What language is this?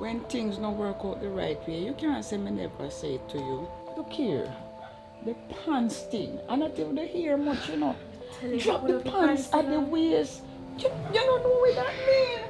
Jamaican Creole English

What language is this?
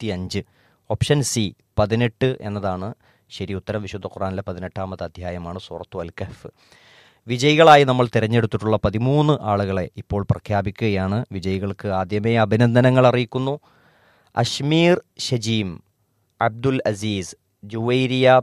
Malayalam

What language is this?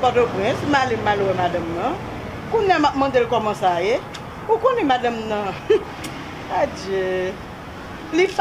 Haitian Creole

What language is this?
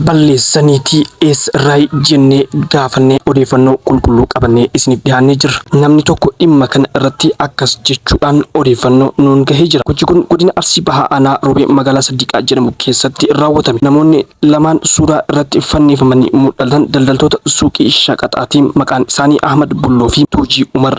Oromo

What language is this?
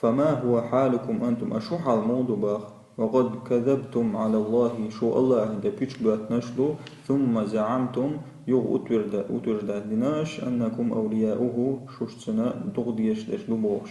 Chechen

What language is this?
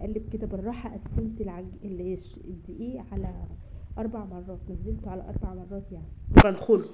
Egyptian Arabic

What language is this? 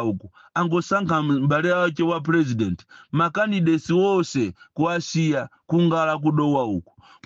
Nyanja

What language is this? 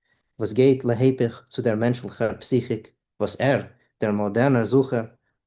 Yiddish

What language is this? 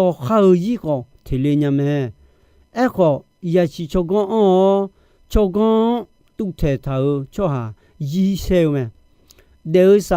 Akha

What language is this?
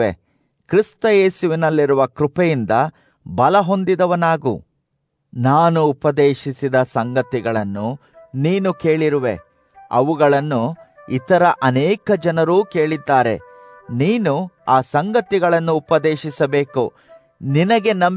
Kannada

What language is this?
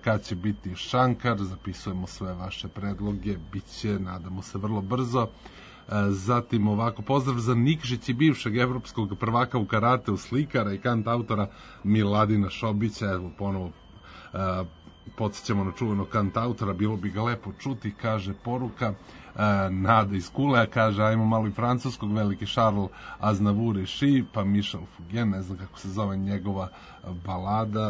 Serbian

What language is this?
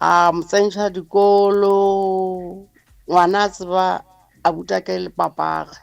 Northern Sotho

